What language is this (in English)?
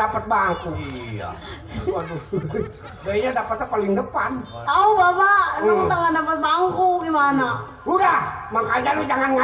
Betawi